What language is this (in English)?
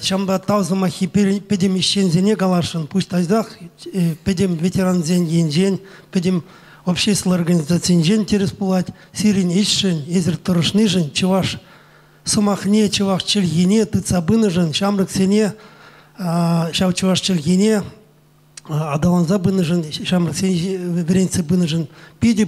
Chuvash